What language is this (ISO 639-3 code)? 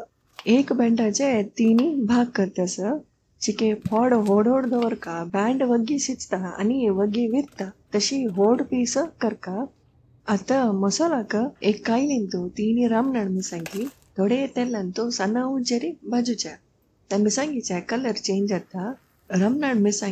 kok